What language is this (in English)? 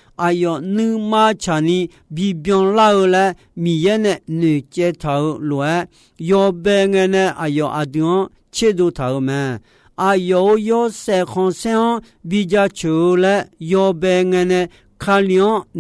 Akha